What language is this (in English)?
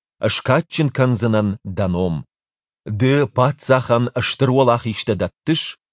Ossetic